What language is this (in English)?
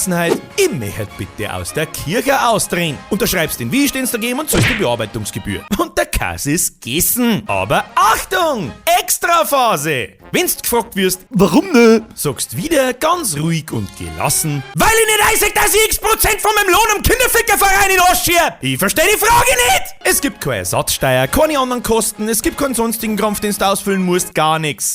Bavarian